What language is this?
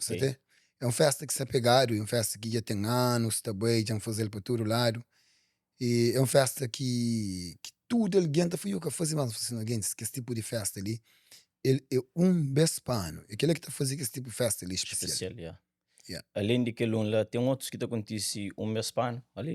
Kabuverdianu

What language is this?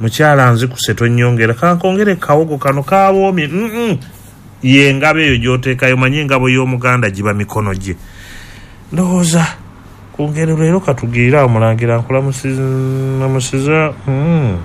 Ganda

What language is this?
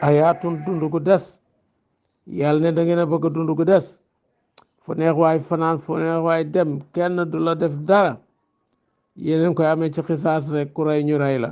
Wolof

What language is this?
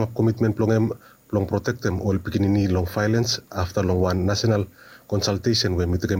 Bislama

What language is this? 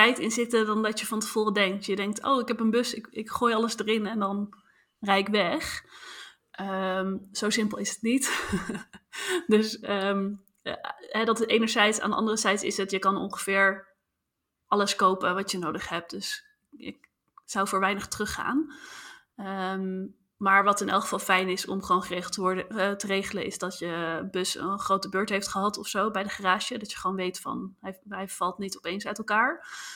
Dutch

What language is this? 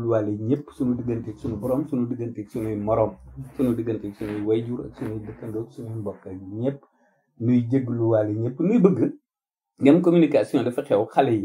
Wolof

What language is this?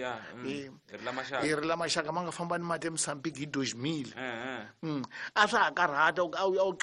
Tsonga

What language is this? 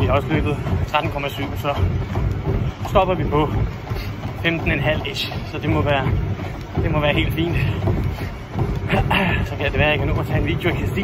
Danish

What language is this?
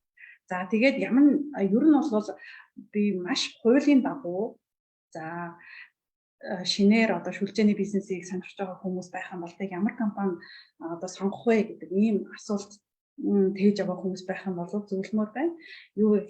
Mongolian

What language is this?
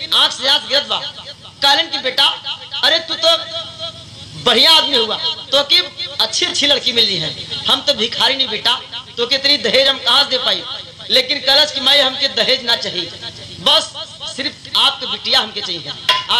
Bhojpuri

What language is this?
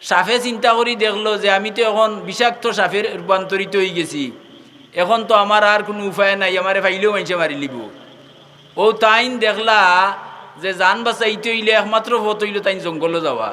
Sylheti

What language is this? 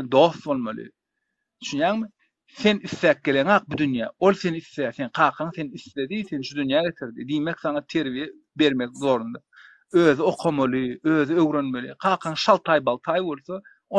Turkmen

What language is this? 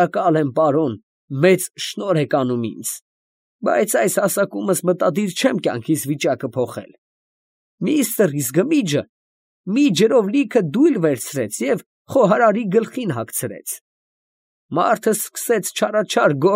Armenian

